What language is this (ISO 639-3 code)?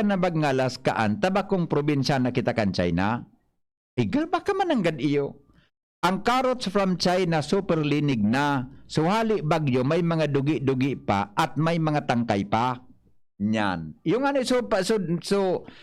bik